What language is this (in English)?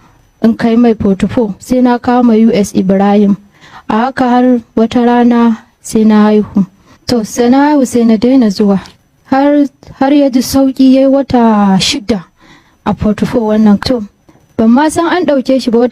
Hausa